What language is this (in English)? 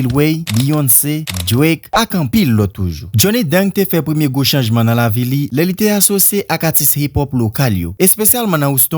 Haitian Creole